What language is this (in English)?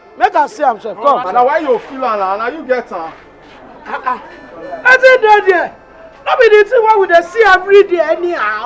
Nigerian Pidgin